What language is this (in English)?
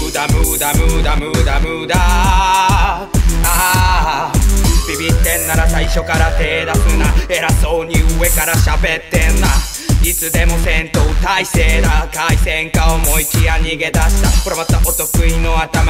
Japanese